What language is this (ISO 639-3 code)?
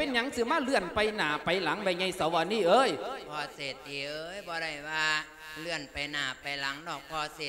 lao